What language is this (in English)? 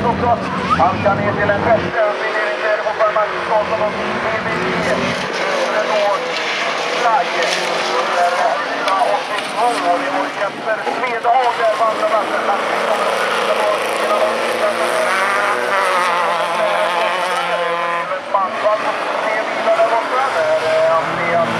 Swedish